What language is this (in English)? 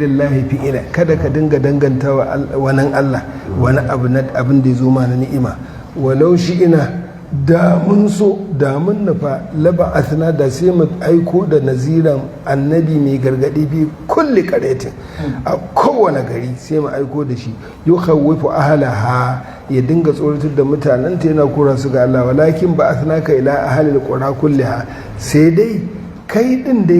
Hausa